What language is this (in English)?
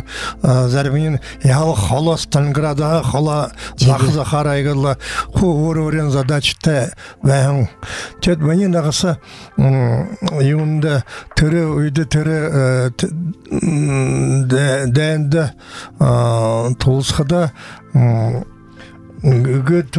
Buriat